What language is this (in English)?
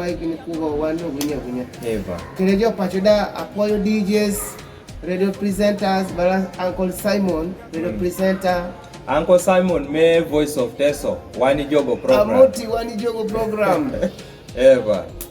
Kumam